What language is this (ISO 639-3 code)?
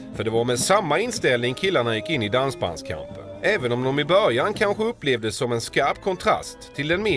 swe